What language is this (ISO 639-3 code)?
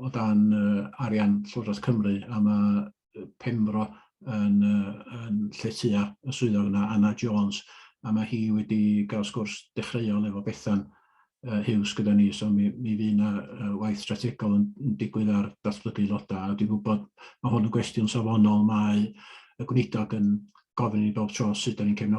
cym